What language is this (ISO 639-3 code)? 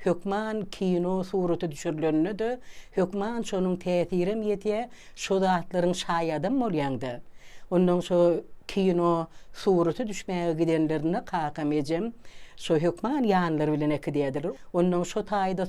tuk